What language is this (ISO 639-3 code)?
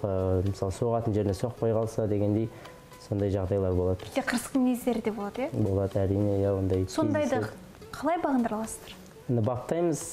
kaz